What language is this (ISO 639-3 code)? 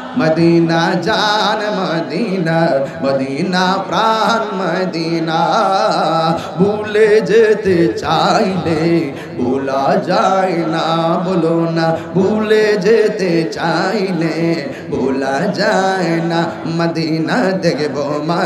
ben